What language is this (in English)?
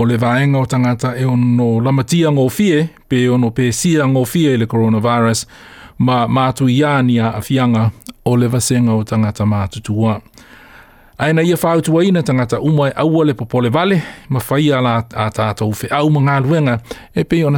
Samoan